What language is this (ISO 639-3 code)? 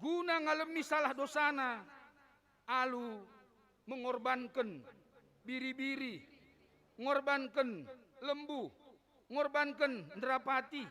btx